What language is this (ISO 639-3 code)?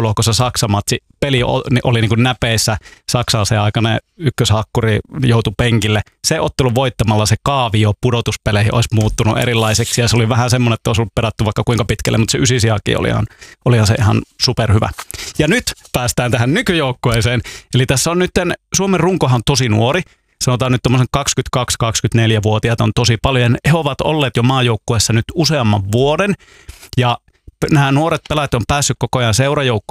fin